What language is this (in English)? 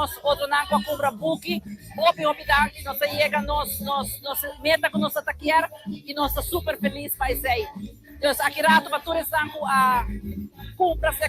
Papiamento